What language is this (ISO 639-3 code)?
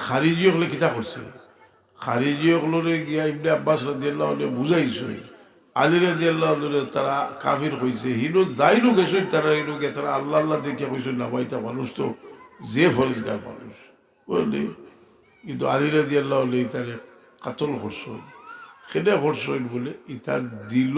syl